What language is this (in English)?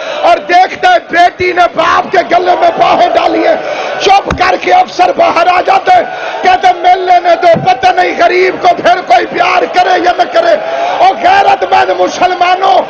Urdu